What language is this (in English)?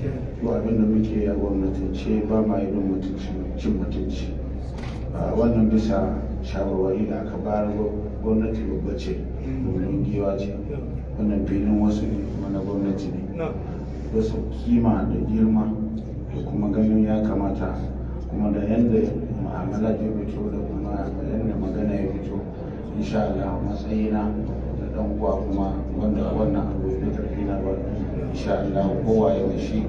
Hausa